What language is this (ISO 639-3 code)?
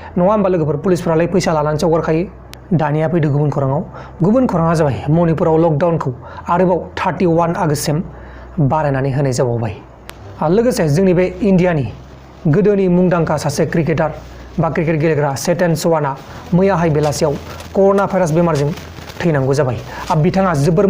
brx